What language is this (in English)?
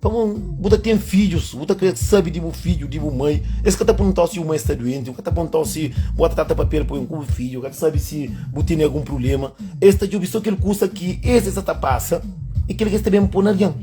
Kabuverdianu